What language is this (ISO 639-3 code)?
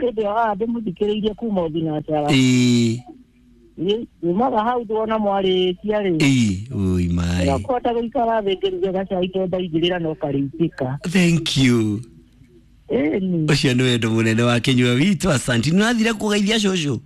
kik